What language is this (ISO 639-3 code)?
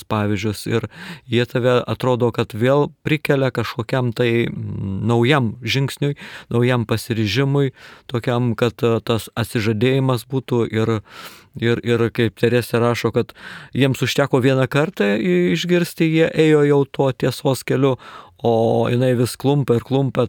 lit